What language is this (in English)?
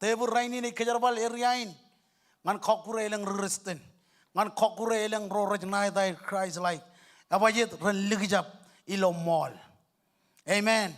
Marshallese